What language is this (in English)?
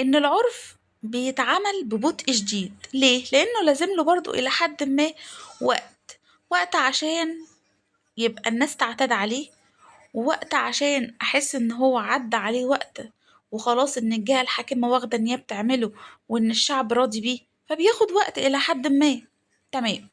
Egyptian Arabic